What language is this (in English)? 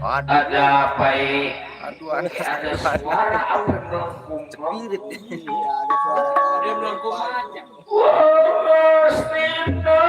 Betawi